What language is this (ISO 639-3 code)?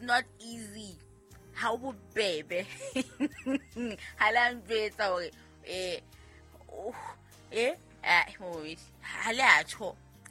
sot